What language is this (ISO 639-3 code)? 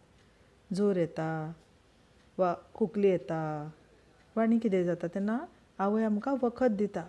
kok